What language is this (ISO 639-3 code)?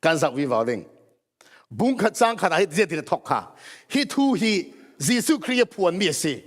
cfm